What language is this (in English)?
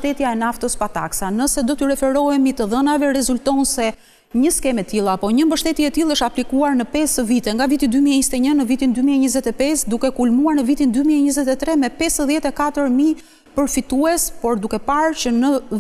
Albanian